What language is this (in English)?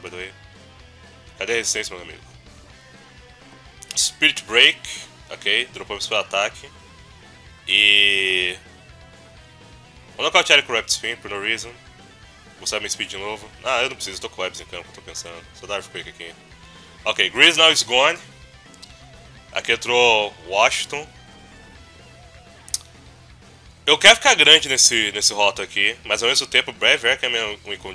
Portuguese